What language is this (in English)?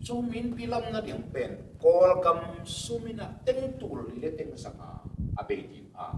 Tedim Chin